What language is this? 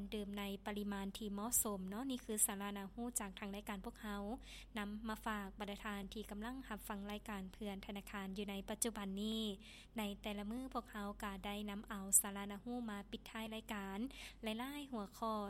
Lao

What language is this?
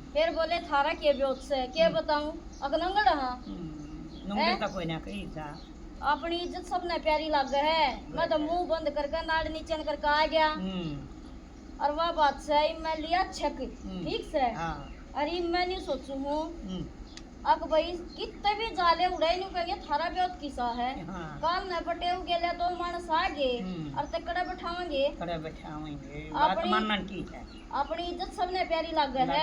Haryanvi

